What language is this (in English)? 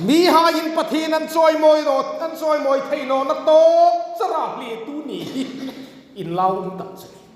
Hmar